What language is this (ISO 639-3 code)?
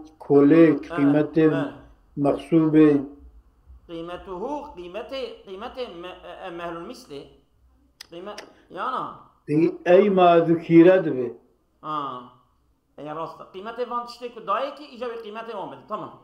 kur